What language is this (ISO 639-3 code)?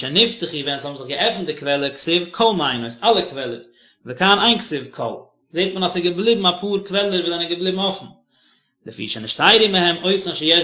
yid